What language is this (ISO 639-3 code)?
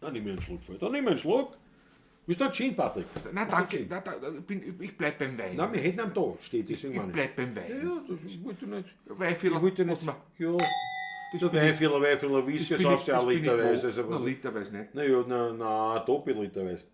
bar